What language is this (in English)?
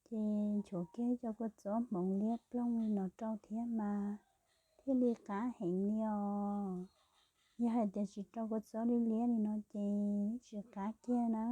Hmong